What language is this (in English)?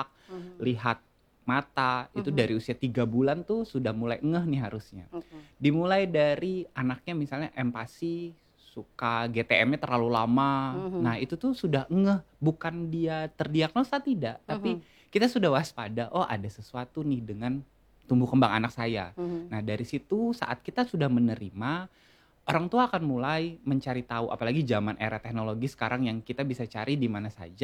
Indonesian